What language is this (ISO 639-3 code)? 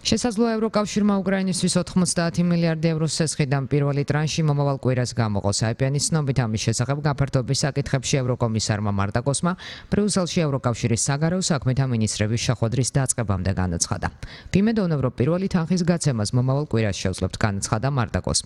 kat